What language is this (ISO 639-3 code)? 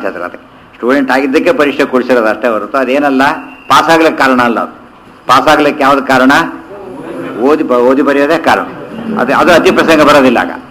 kan